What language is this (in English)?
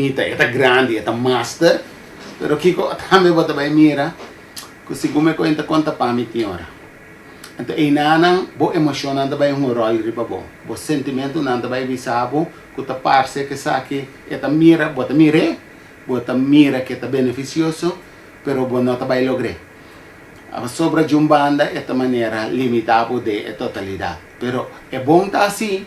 Papiamento